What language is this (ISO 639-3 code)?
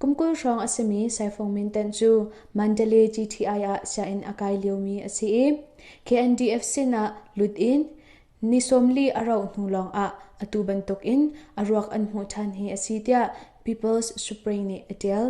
cnh